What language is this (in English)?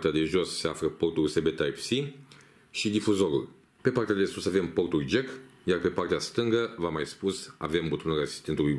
Romanian